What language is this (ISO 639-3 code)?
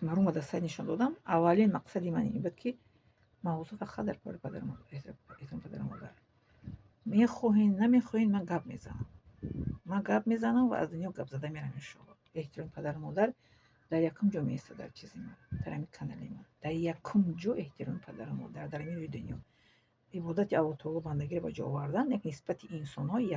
tgk